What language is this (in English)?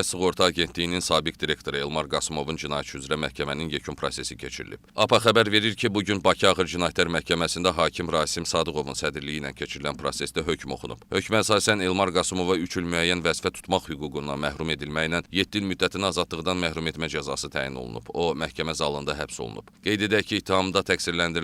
Azerbaijani